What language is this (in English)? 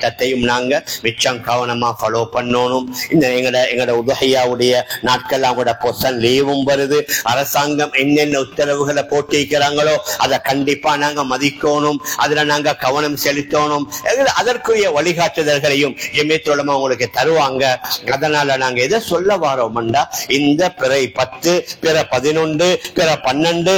Tamil